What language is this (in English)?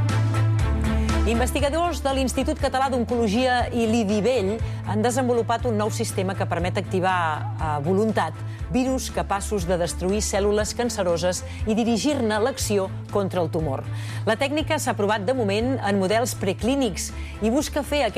Catalan